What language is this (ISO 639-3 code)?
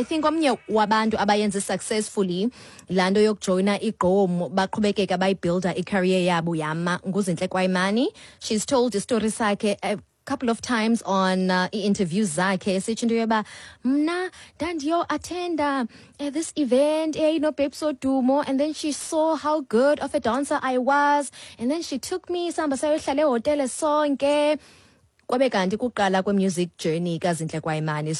xho